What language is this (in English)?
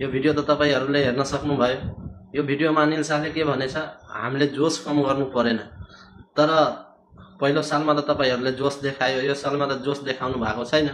Nepali